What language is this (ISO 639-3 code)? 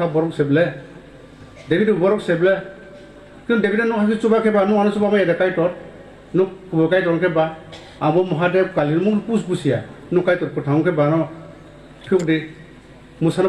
ria